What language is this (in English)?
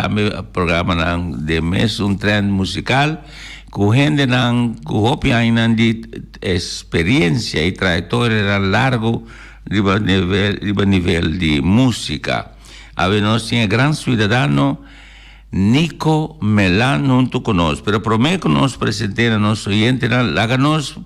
Papiamento